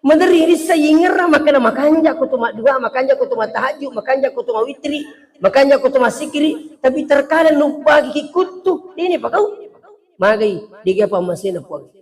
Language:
Buginese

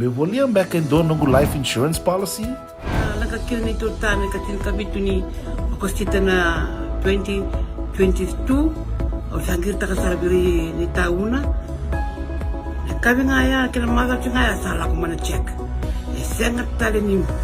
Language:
Fijian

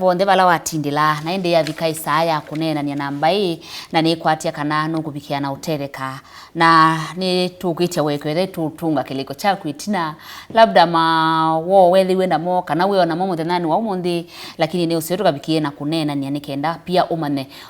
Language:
Kamba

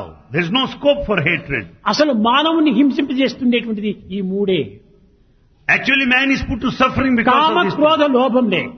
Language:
Telugu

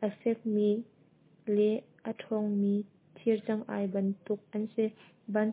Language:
Hakha Chin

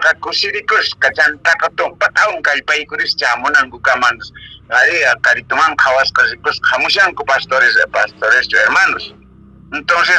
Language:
Quechua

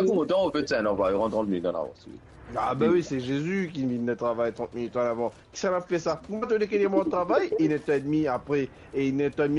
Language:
Morisyen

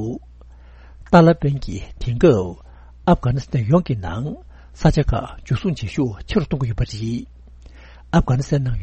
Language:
Tibetan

